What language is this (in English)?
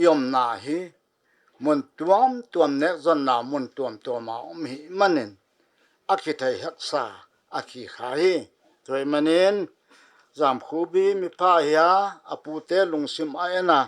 Paite Chin